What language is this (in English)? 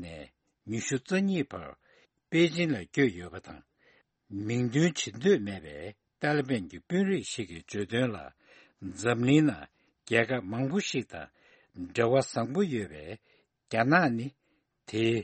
Tibetan